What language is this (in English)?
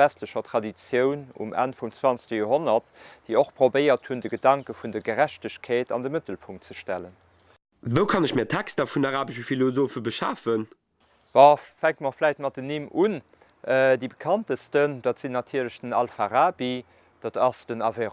Luxembourgish